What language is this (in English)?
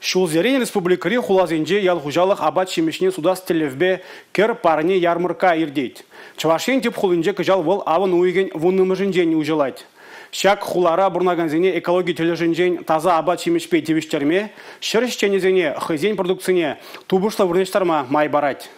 Chuvash